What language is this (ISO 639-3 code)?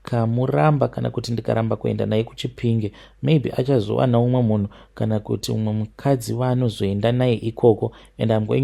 sna